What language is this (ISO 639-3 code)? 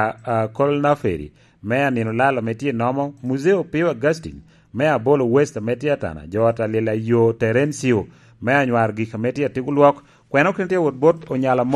laj